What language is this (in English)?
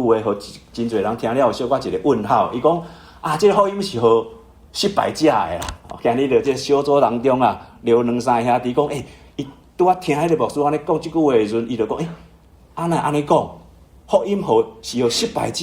Min Nan Chinese